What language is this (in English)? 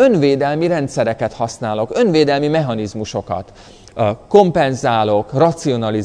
Hungarian